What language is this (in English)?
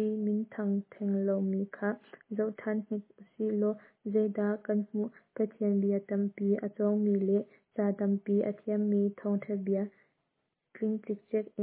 Hakha Chin